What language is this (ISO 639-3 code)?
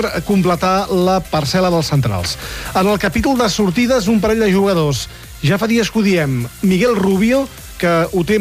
cat